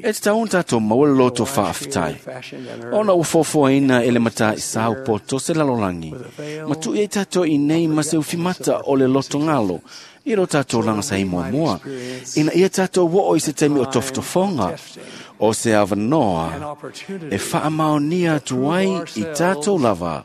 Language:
Samoan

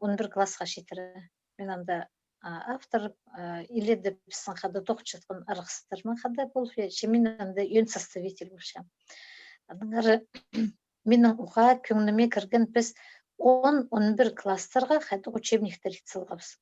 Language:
Khakas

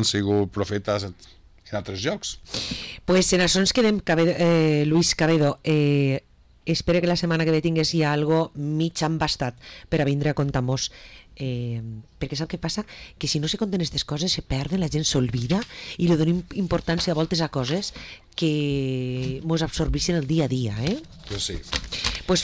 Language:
Catalan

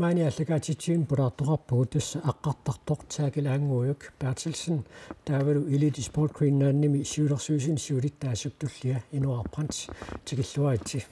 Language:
Kalaallisut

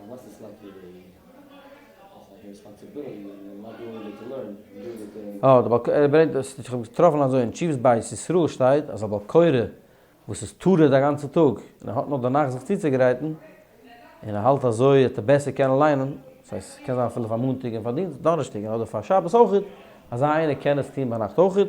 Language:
Yiddish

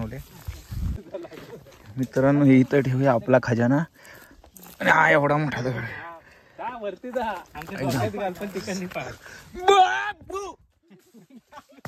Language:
Marathi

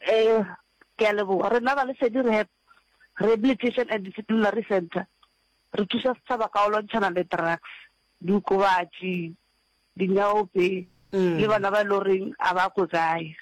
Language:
Northern Sotho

